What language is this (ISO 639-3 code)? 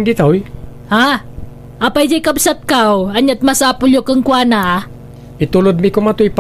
ilo